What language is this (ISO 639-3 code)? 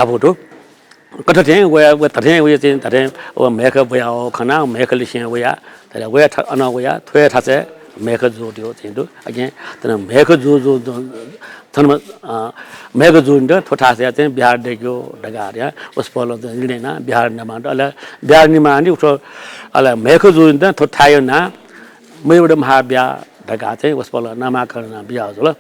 new